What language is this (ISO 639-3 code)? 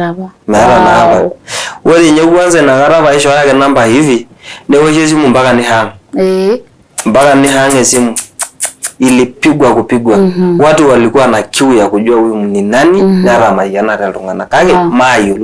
mas